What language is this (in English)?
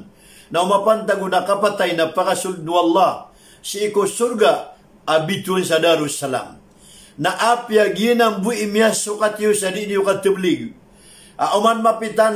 Maranao